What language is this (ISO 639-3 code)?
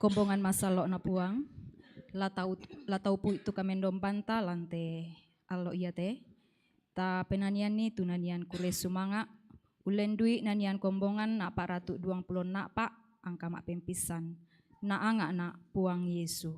sda